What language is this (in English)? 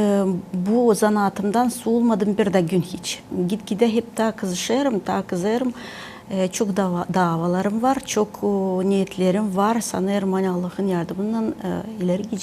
Gagauz